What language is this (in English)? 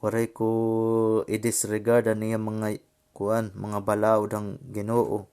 Waray